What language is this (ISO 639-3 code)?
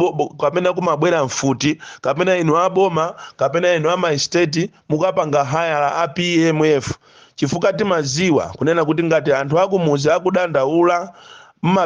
nya